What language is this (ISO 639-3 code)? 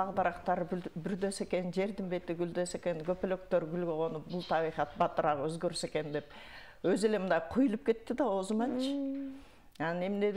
kir